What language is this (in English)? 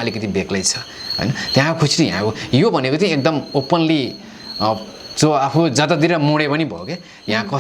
Nepali